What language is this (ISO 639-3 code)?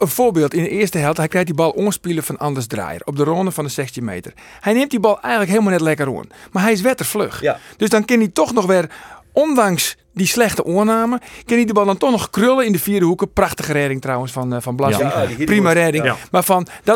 fry